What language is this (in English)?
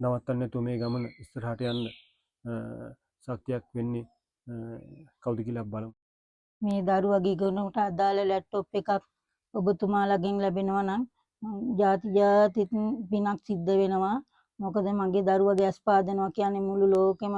Sinhala